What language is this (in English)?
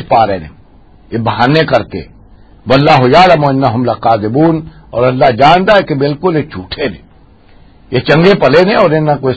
Western Panjabi